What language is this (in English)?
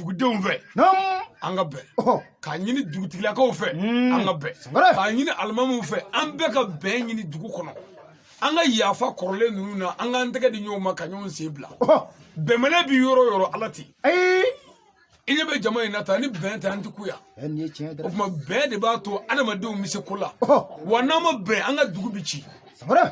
Bambara